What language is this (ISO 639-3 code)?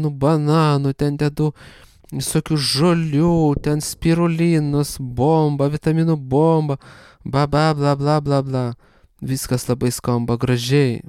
lit